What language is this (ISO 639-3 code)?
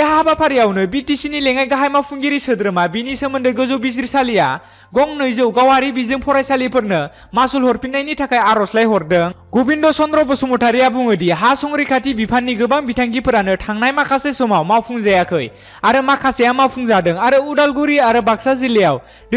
brx